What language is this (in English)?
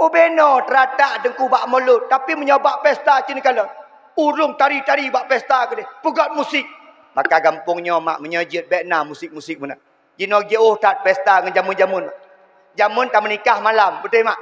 Achinese